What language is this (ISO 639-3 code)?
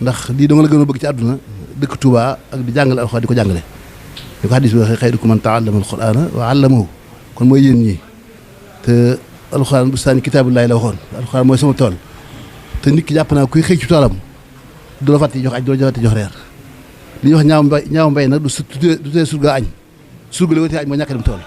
wol